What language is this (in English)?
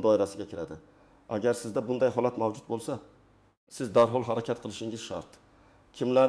Uzbek